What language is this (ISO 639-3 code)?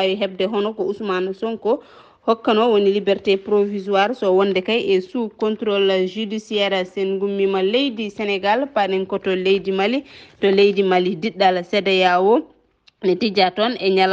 ful